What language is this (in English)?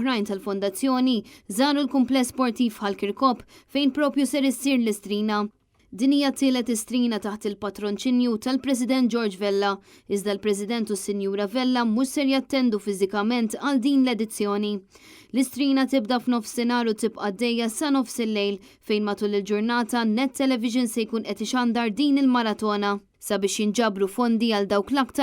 Maltese